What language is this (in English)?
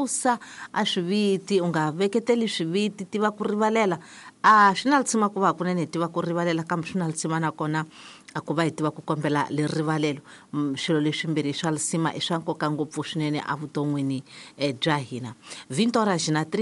Tsonga